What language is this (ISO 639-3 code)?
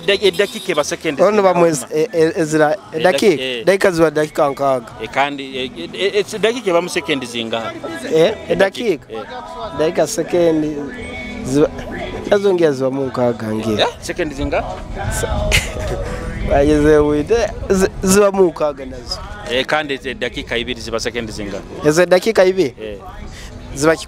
nyo